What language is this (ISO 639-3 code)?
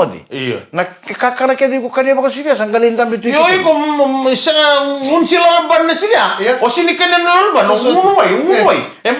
fij